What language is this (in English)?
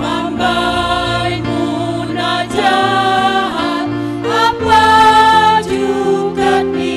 Batak Simalungun